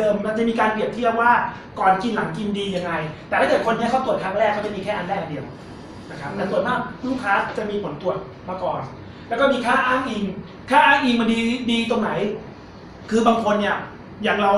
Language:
Thai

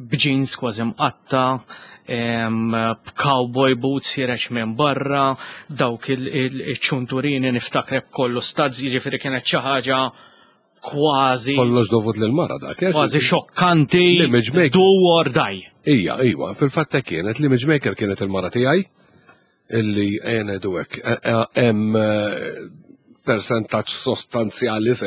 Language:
Maltese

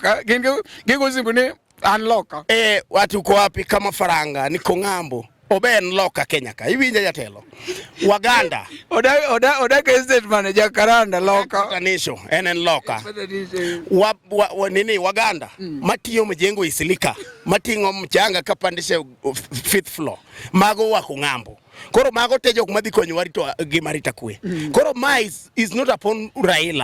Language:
Luo (Kenya and Tanzania)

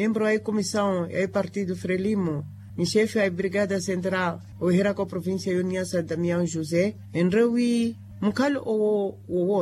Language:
Makhuwa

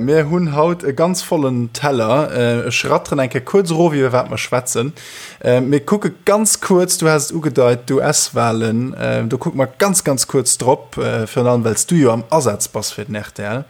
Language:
Luxembourgish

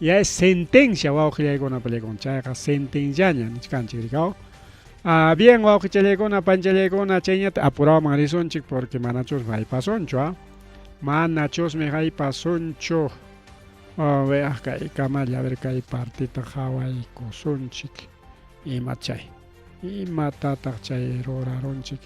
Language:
Ayacucho Quechua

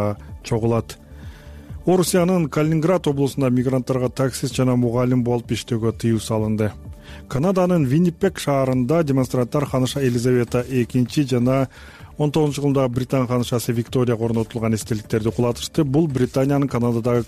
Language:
Kyrgyz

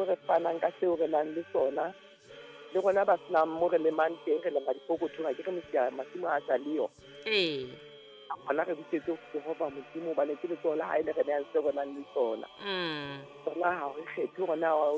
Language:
Southern Sotho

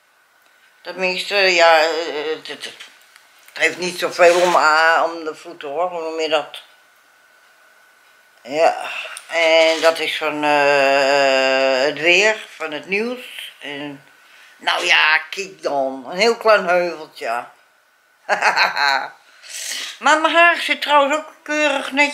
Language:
Dutch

